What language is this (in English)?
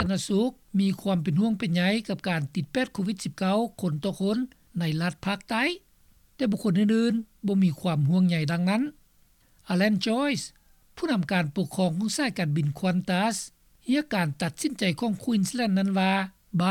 Lao